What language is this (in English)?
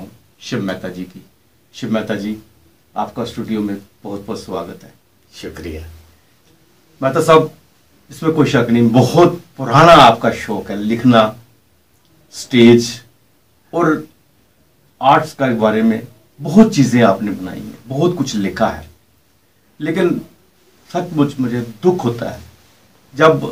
Hindi